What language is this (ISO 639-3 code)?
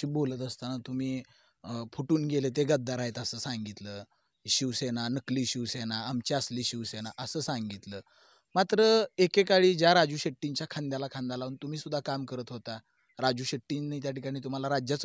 mar